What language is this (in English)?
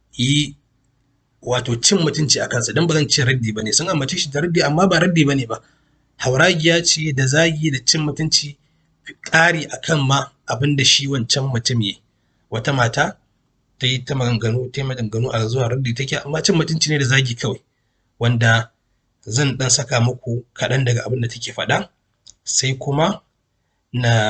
Hausa